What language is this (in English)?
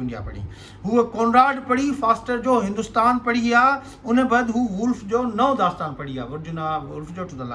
Sindhi